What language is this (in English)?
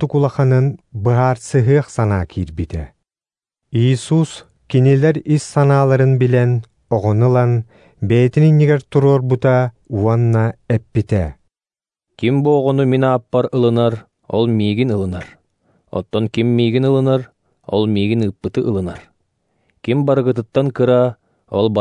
Yakut